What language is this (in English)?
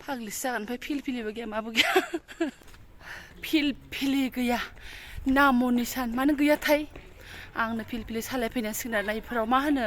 Bodo